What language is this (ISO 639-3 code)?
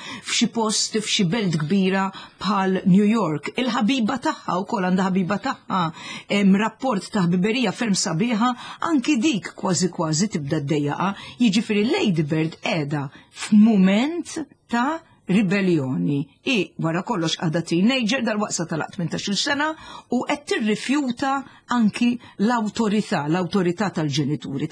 mlt